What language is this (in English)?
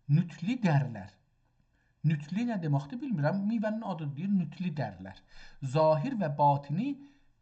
South Azerbaijani